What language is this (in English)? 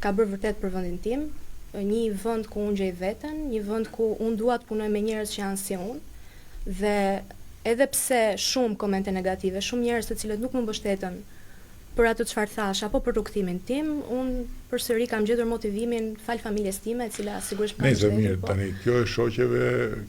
Albanian